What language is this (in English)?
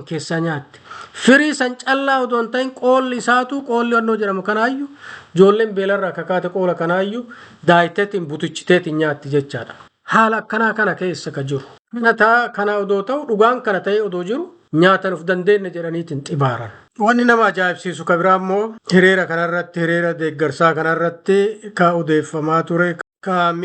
Oromo